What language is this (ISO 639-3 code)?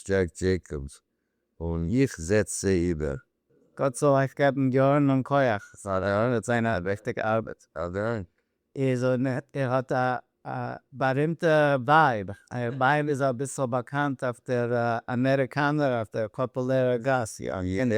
yid